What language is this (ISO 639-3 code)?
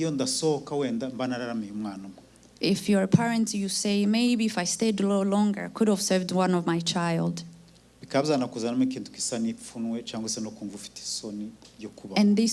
kin